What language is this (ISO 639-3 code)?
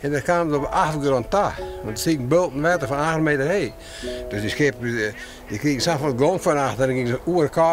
fry